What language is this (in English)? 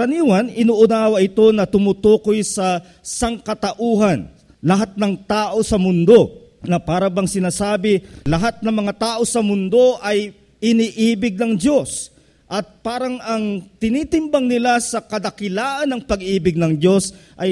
Filipino